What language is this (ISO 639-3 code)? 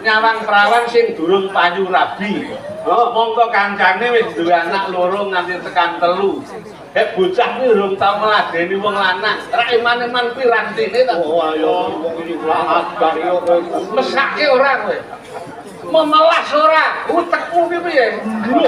jav